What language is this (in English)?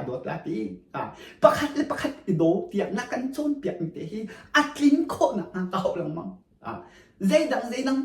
Hakha Chin